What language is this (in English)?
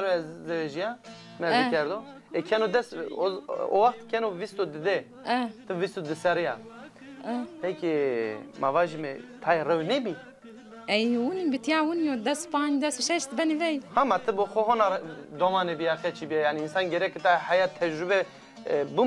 Zaza